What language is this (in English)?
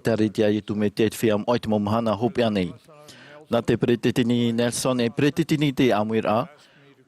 Tahitian